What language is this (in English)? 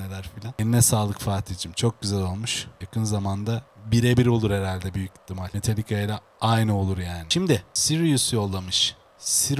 Turkish